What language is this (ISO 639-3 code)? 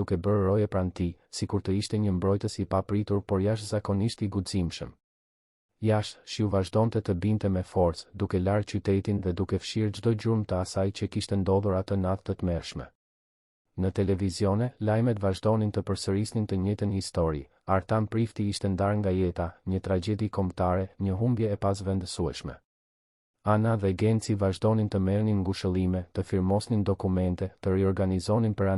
sqi